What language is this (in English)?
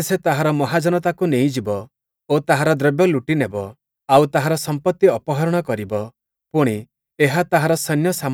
Odia